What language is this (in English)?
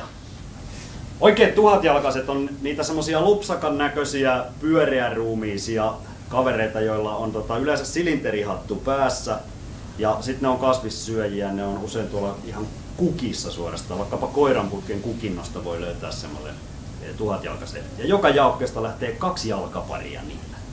Finnish